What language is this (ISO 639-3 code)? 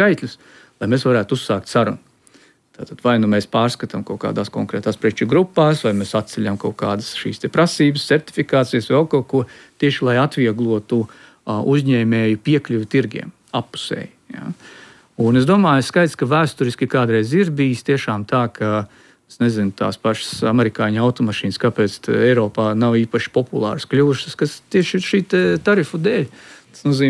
lav